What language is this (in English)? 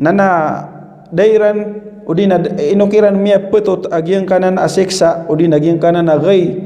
Maranao